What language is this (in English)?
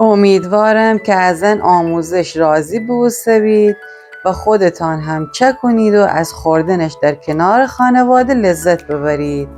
Gilaki